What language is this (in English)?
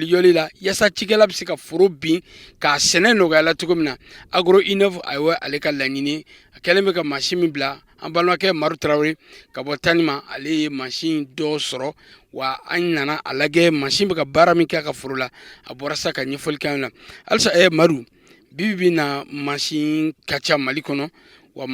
Bambara